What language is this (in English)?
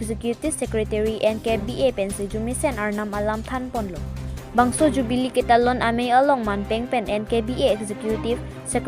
Karbi